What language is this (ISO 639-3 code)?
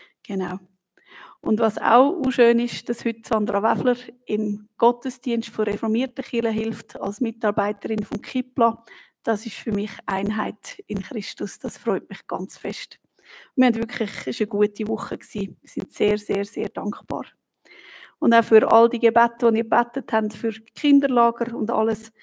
gsw